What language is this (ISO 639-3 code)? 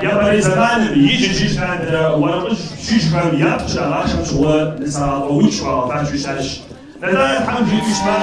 kbd